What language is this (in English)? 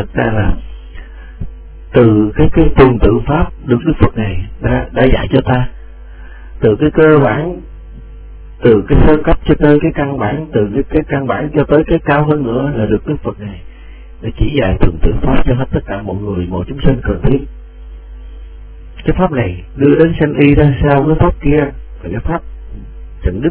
Vietnamese